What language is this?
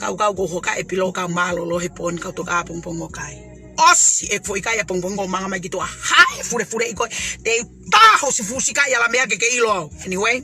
Tongan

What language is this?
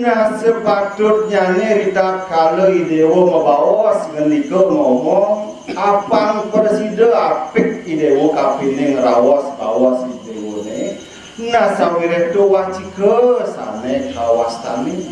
Balinese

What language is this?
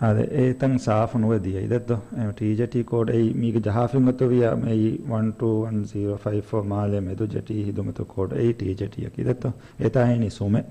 Divehi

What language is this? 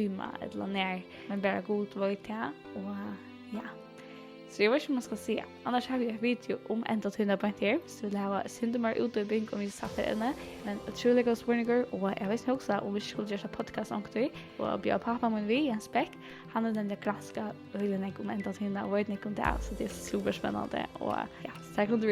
Faroese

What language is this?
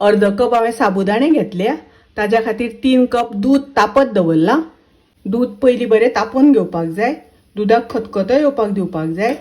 Konkani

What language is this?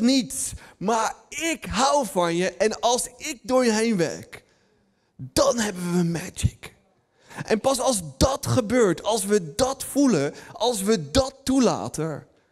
Dutch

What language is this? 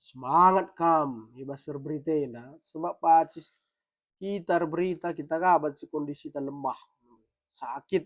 Batak Karo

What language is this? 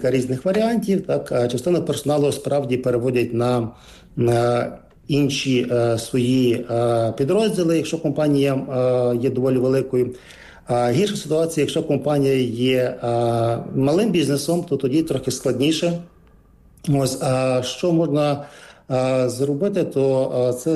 Ukrainian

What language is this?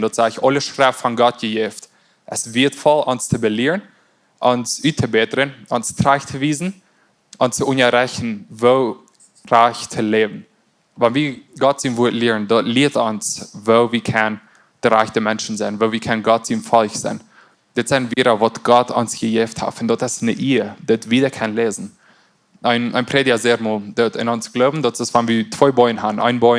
Plautdietsch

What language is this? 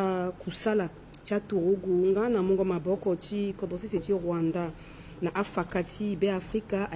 Sango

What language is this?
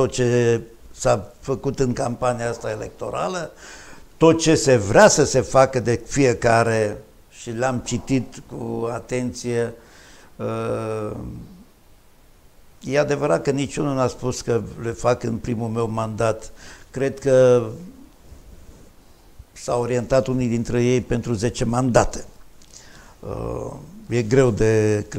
Romanian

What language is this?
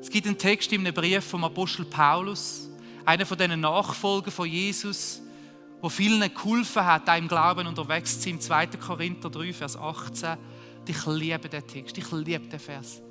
Swiss German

